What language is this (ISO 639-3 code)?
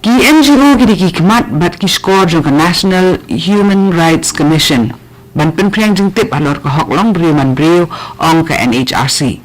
kha